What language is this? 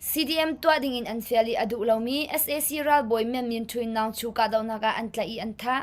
Hakha Chin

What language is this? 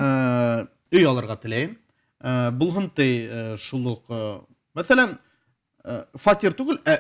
Bashkir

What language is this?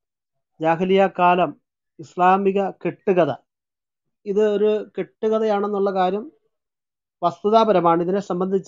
Malayalam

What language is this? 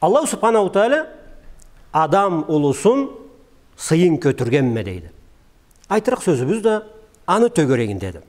Karachay-Balkar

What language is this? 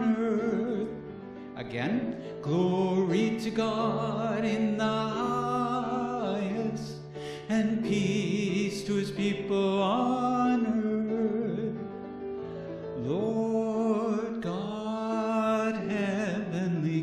English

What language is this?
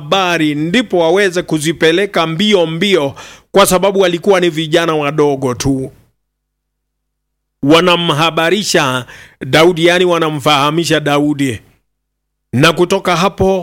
Swahili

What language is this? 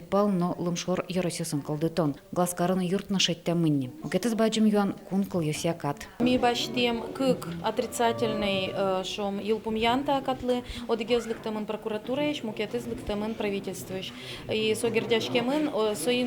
Udmurt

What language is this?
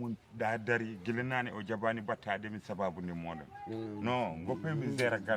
Fula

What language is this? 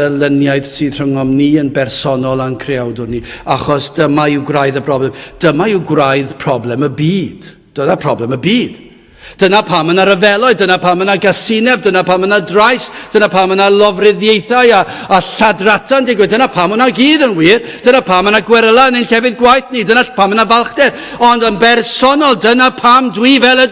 Welsh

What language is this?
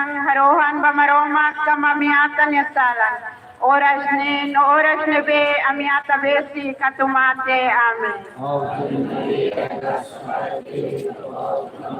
Tetum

